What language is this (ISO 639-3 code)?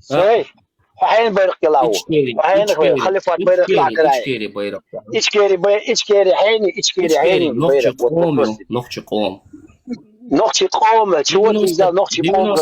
che